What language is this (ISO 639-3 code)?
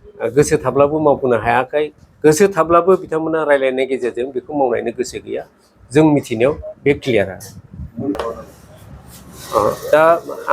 brx